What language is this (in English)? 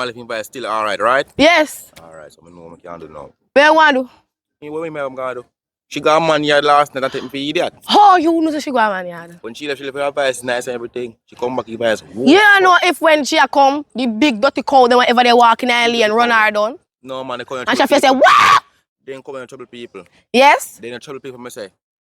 Jamaican Creole English